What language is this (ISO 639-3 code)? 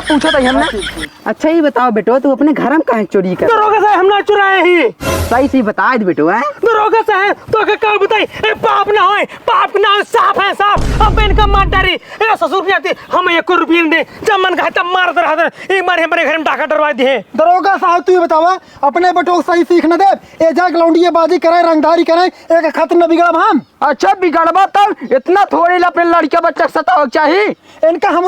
awa